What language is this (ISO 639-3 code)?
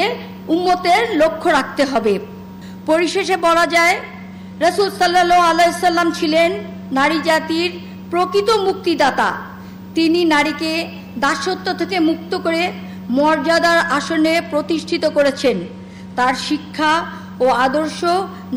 ben